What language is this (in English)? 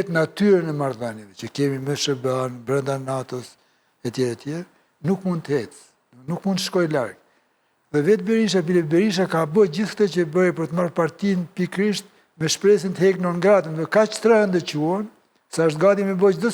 Albanian